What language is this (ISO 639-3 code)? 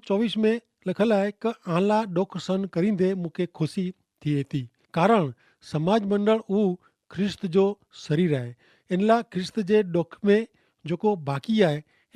kfr